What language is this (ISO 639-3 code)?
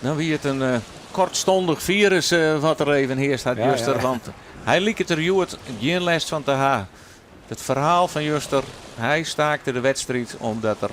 fry